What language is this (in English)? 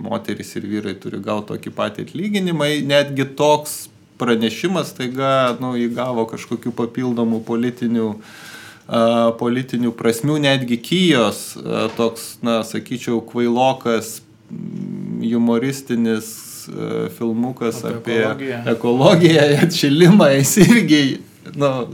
Lithuanian